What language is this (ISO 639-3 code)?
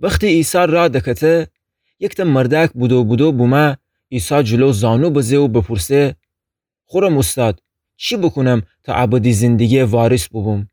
glk